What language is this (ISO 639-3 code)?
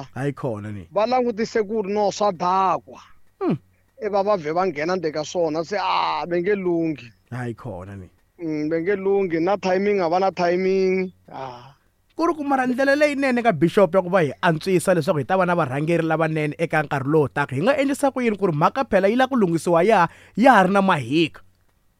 tso